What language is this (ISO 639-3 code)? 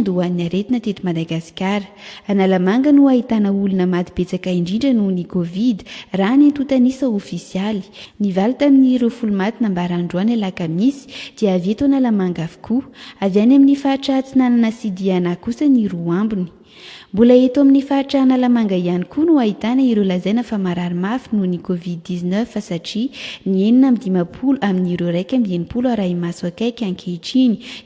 mlg